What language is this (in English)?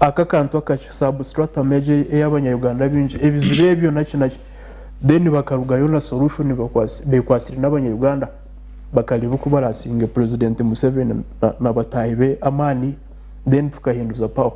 Nyankole